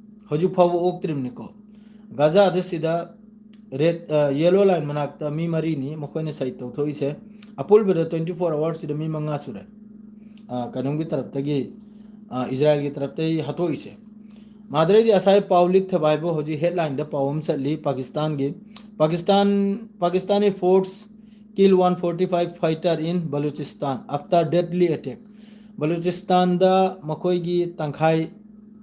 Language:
Manipuri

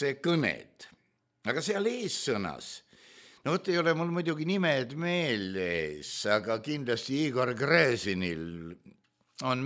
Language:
Estonian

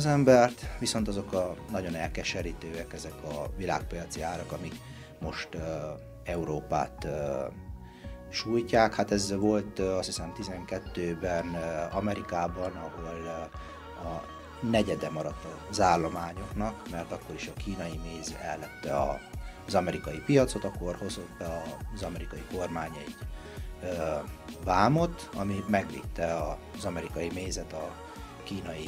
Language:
Hungarian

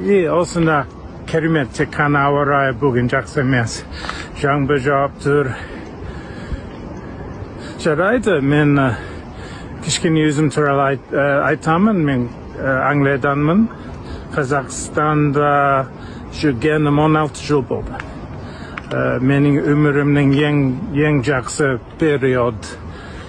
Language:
Kazakh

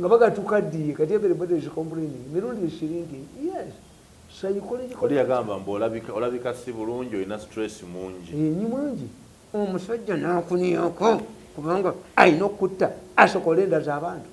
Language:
Ganda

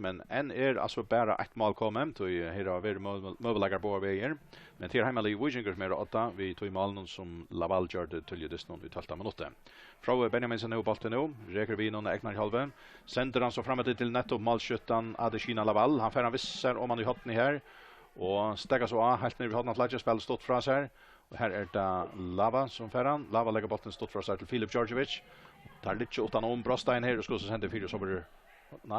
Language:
Faroese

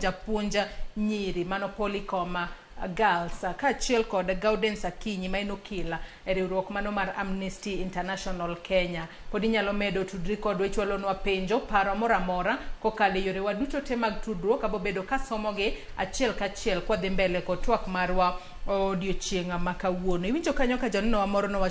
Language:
Luo (Kenya and Tanzania)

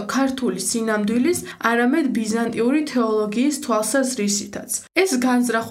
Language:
Georgian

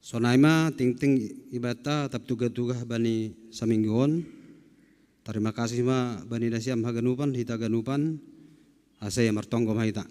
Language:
Batak Simalungun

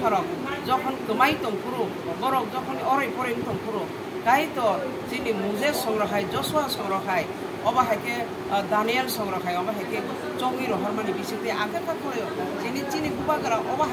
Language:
Kok Borok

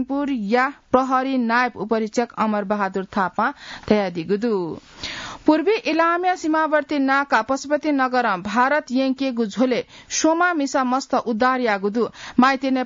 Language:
Newari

